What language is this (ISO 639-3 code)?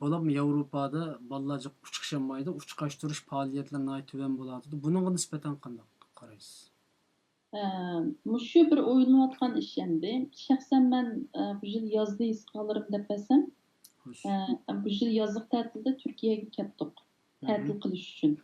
uig